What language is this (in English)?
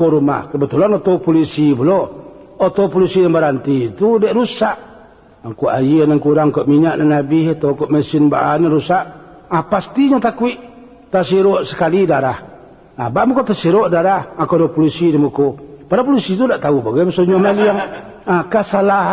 Minangkabau